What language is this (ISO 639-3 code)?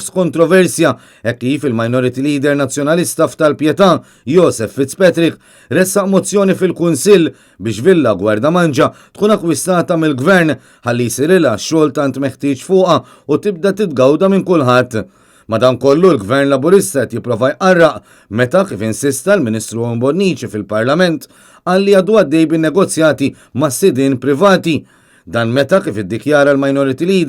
mlt